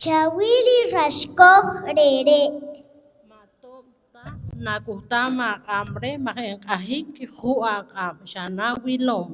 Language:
Poqomchi'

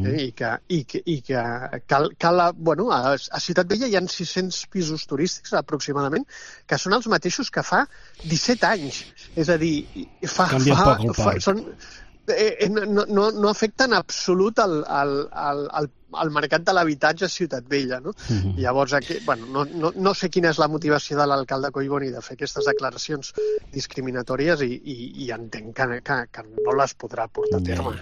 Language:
Catalan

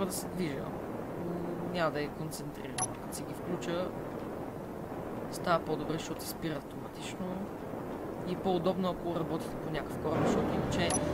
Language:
Bulgarian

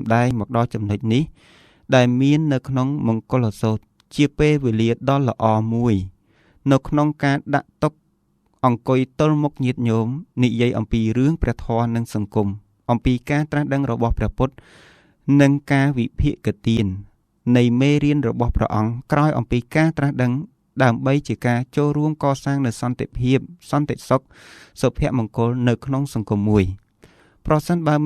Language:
Khmer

